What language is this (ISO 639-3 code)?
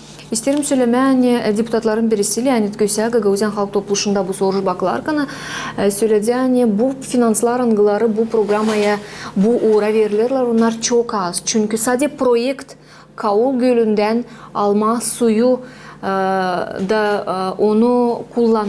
gag